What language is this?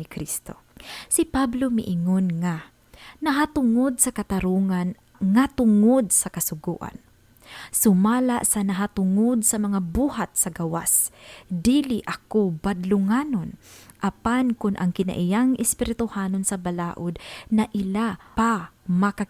Cebuano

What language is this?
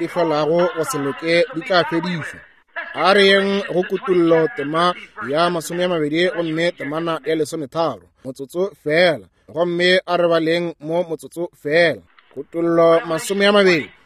Northern Sotho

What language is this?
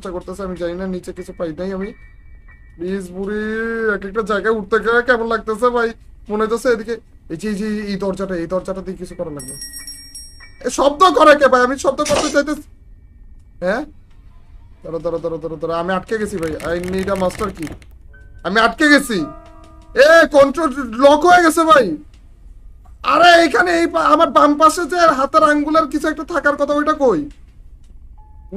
Bangla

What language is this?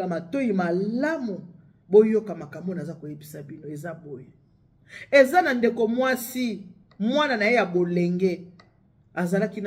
Lingala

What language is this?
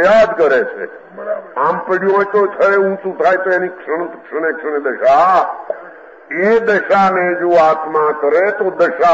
Gujarati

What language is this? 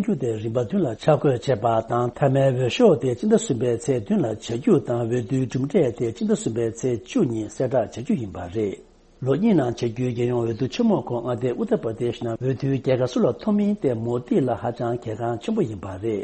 Tibetan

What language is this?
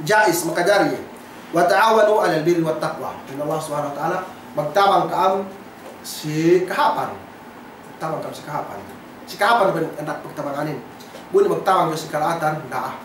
Yakan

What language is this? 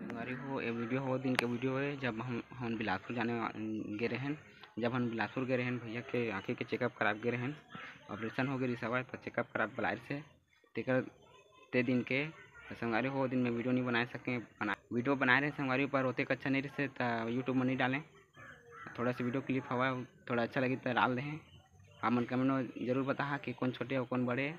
Chhattisgarhi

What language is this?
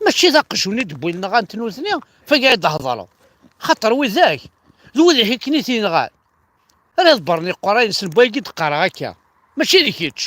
Kabyle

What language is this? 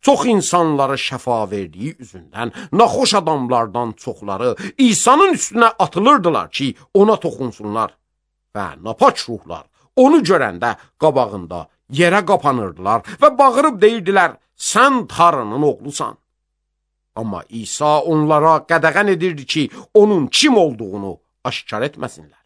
Azerbaijani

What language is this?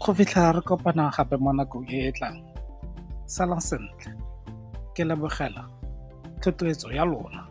Tswana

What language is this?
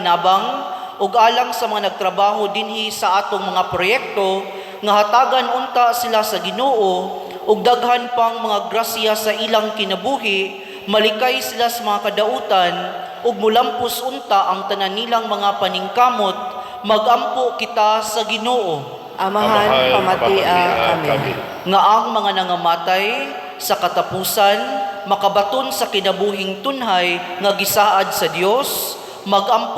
Cebuano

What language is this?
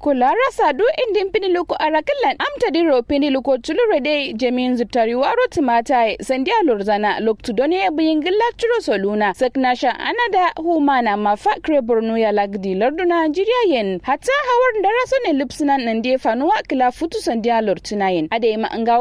Kanuri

